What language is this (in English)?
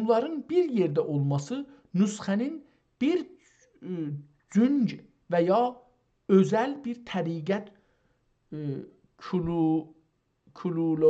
South Azerbaijani